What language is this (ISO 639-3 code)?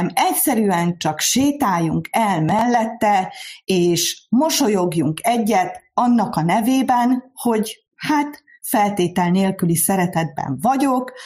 hun